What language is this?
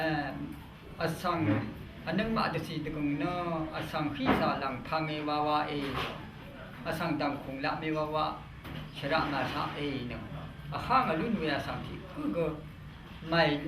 Rawang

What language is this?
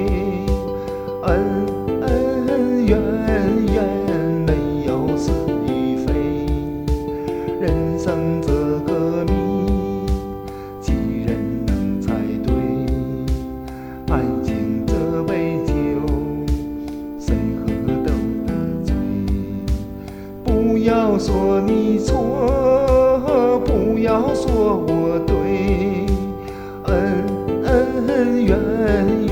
Chinese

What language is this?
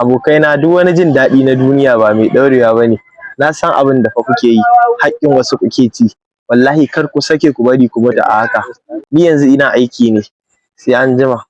Hausa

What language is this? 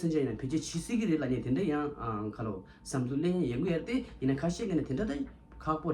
Tibetan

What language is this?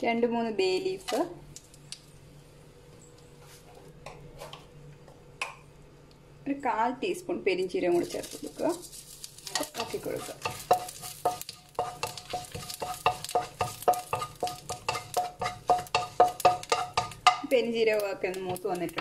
Malayalam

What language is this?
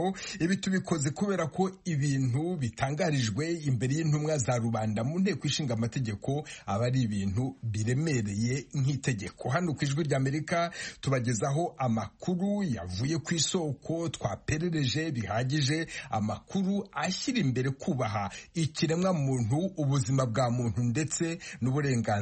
Kinyarwanda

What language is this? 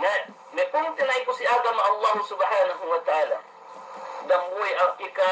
Yakan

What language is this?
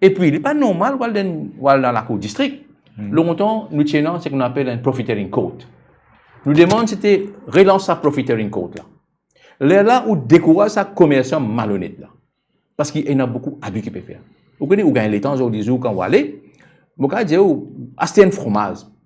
Morisyen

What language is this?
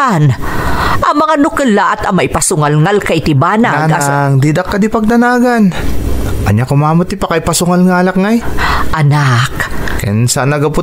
Iloko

